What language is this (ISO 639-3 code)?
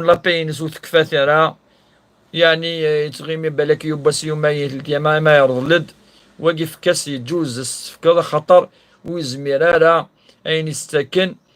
kab